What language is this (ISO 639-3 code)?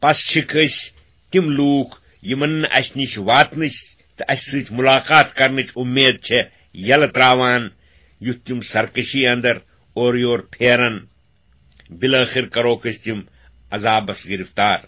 kas